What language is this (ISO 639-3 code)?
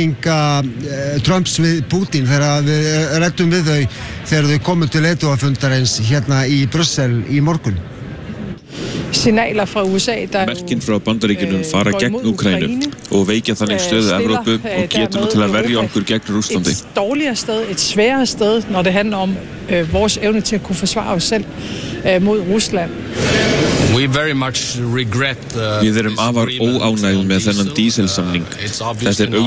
isl